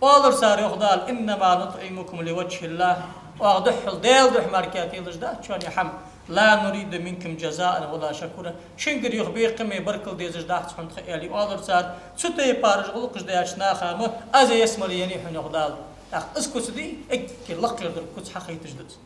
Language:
Ingush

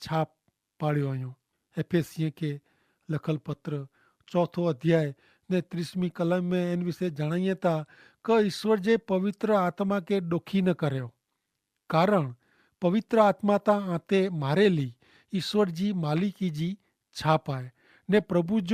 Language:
Kachhi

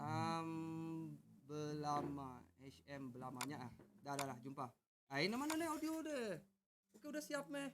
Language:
Iban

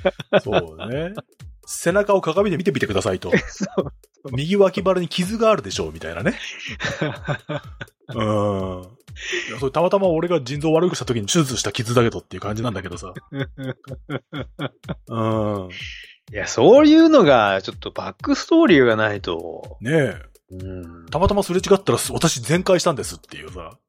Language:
Japanese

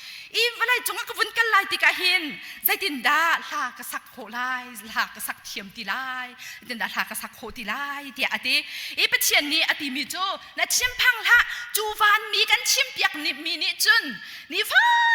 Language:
Hakha Chin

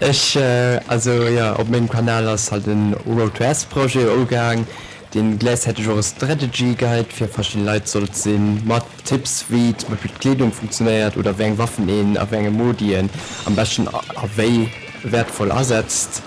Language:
Luxembourgish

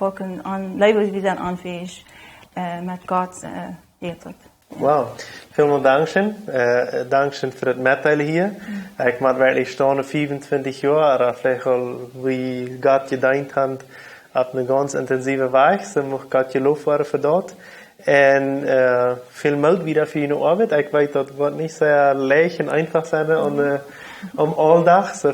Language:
Plautdietsch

